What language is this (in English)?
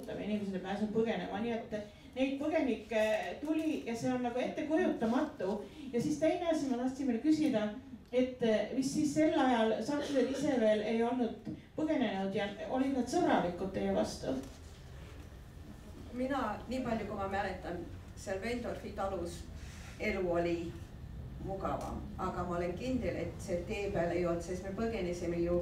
Estonian